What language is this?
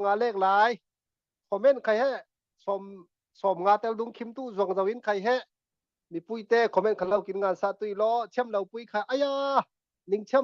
Falam Chin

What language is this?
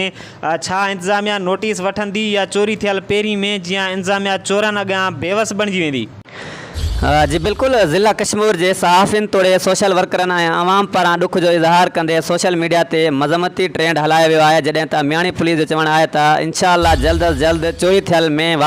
Sindhi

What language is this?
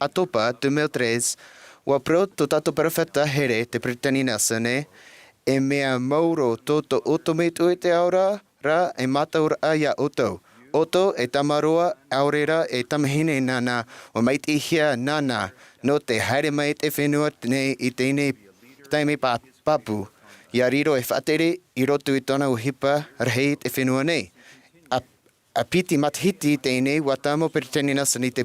Tahitian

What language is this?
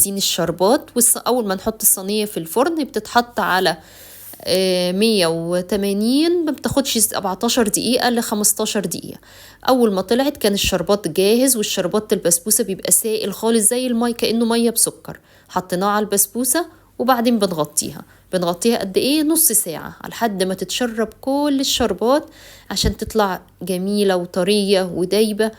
Egyptian Arabic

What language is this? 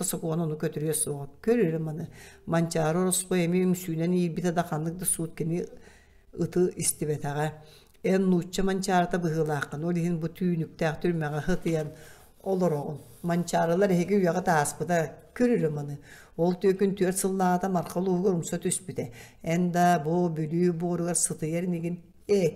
Yakut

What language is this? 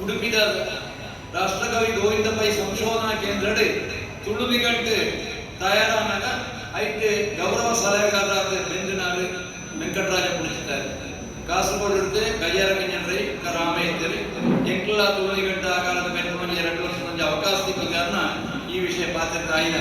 Tulu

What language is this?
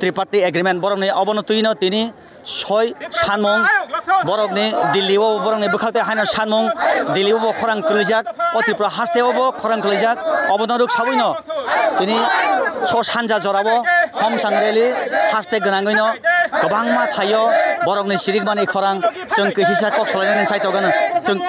Kok Borok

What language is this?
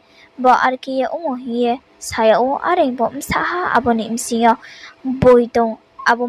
Riang (India)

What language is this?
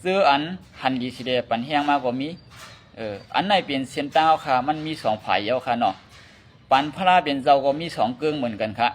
Lao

